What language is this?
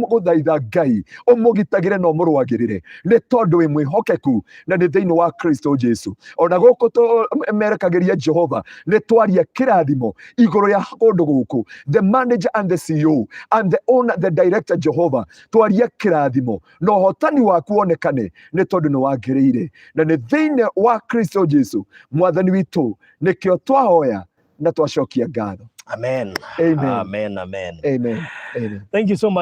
Kikuyu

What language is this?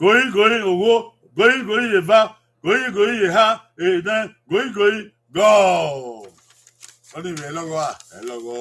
Bini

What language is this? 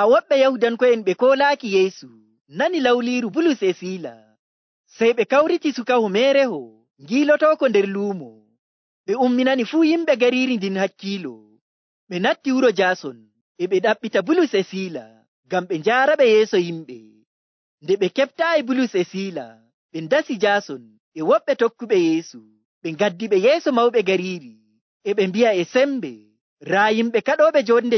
Nigerian Fulfulde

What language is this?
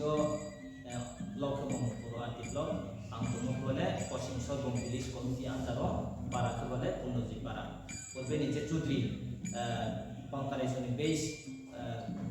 Riang (India)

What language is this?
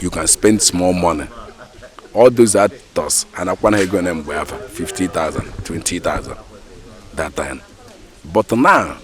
Igbo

